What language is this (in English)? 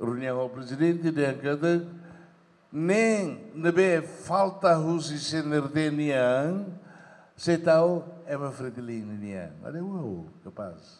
Tetum